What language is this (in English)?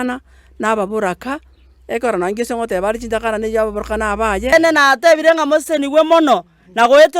Gusii